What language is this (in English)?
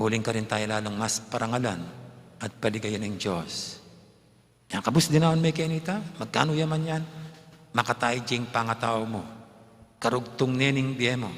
Pampanga